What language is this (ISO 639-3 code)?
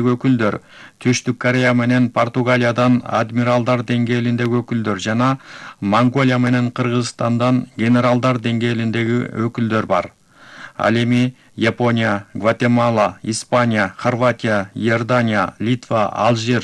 kir